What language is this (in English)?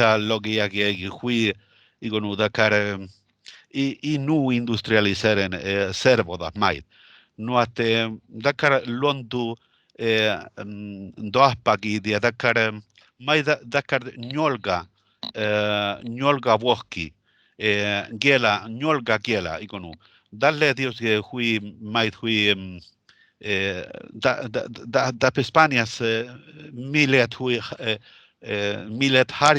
Northern Sami